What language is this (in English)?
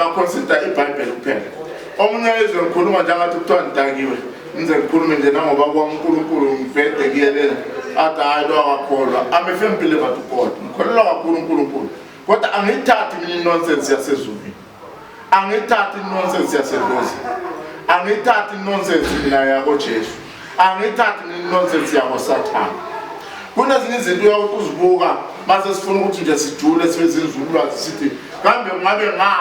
Zulu